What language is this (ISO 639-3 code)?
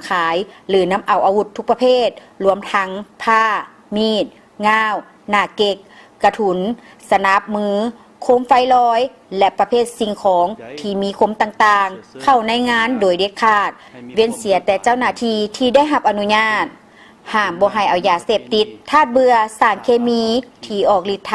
lao